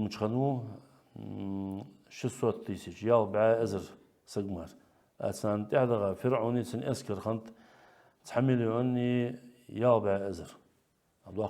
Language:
Ingush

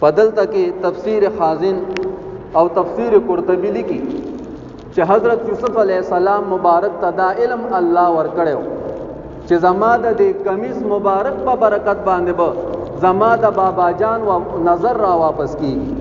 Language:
Pashto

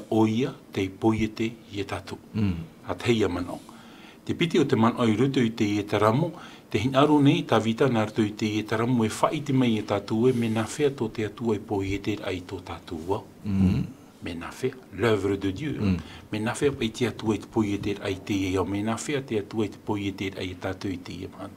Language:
Tahitian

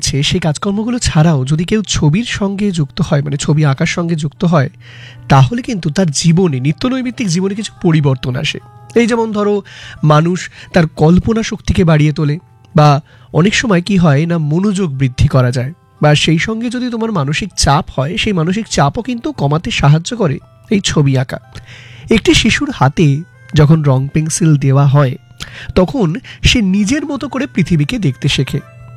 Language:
Bangla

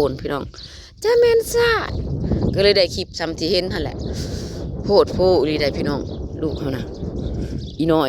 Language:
Northeastern Thai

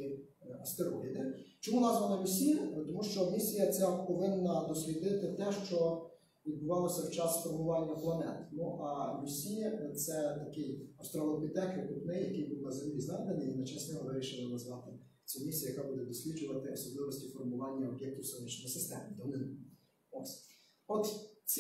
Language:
Ukrainian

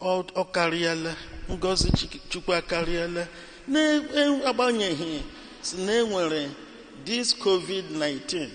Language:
Igbo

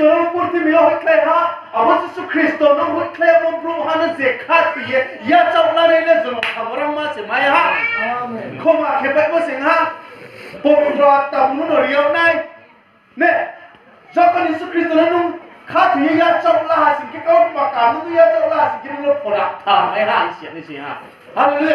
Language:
Riang (India)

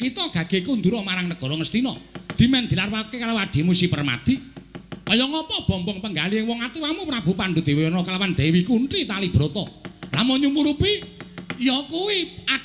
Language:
Javanese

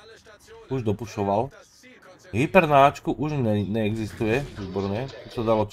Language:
Slovak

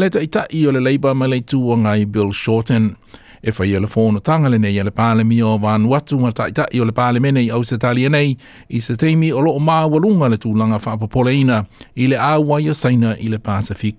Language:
Samoan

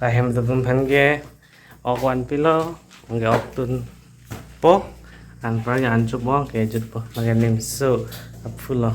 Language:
Karbi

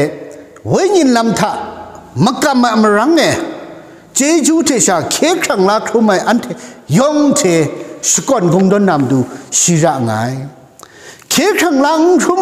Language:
Kachin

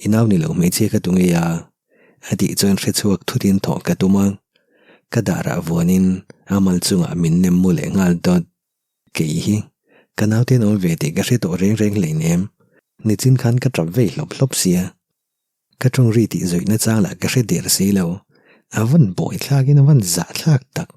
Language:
Mizo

